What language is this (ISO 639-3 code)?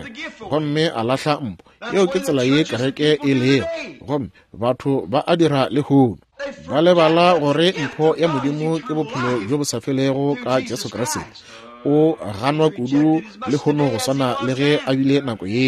nso